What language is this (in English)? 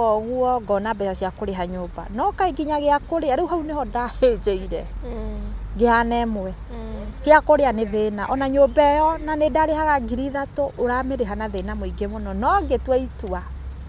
Kikuyu